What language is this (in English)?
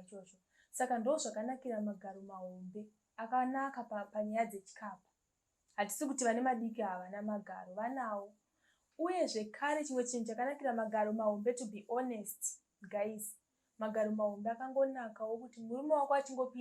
Shona